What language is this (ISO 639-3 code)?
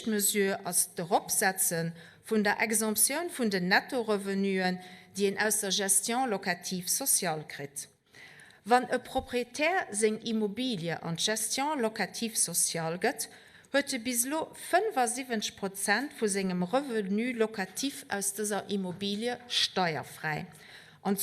ltz